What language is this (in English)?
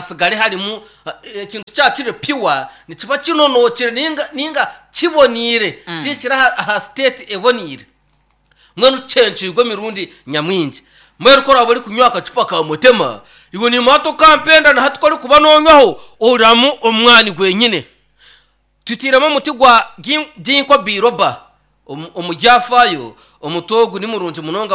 Nyankole